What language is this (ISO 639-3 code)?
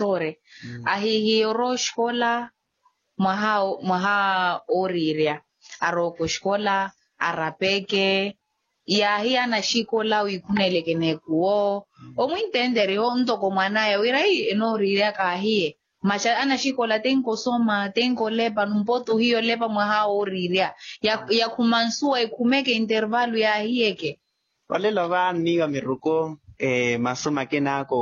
vmw